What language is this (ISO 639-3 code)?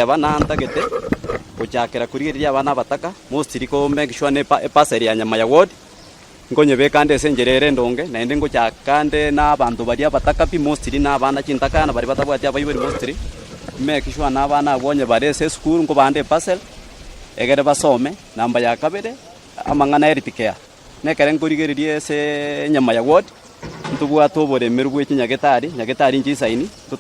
guz